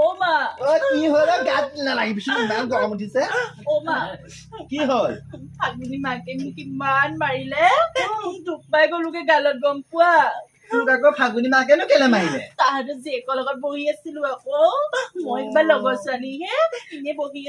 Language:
Assamese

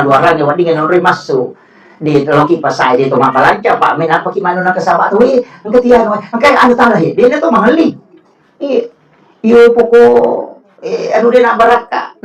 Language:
Buginese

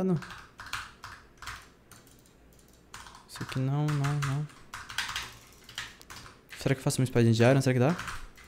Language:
Portuguese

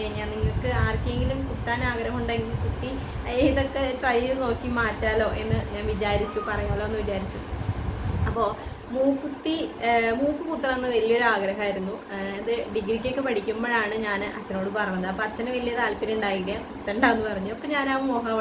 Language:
Malayalam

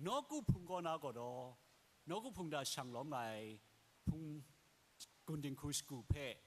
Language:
Kachin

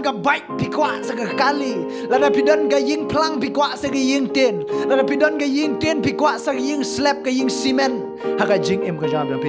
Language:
Khasi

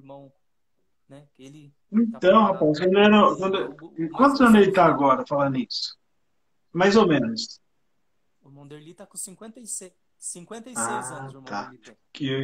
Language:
Portuguese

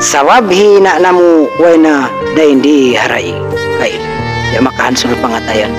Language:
Tausug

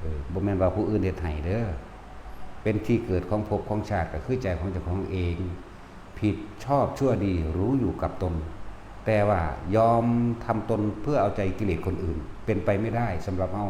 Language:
Northeastern Thai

